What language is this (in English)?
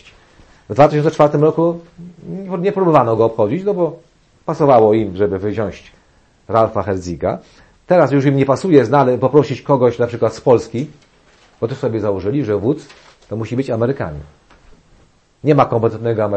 Polish